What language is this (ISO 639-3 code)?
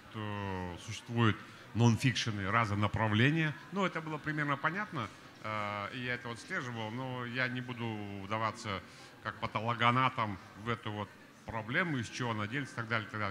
rus